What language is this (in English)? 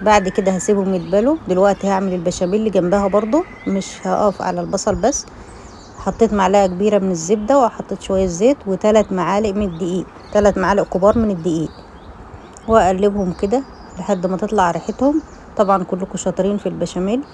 Egyptian Arabic